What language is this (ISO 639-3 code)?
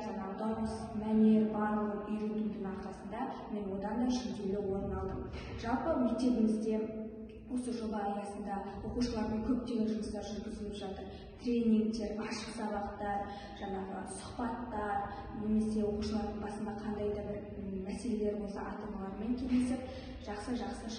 kaz